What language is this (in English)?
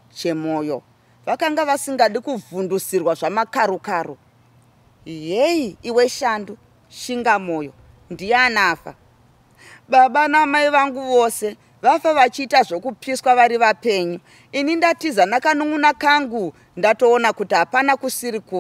Shona